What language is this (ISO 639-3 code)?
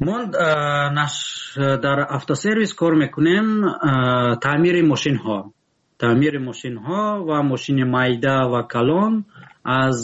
tgk